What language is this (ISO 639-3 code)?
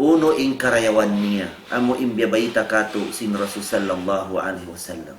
tsg